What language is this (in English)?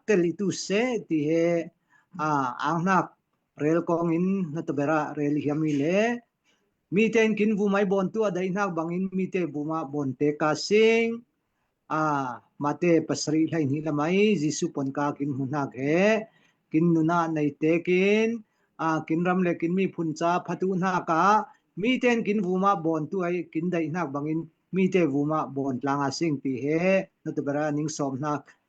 Falam Chin